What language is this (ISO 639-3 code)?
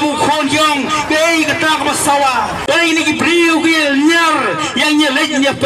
kha